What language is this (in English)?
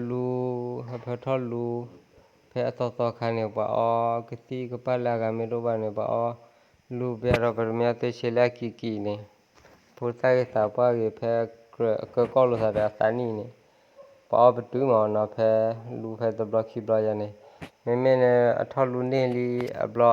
S'gaw Karen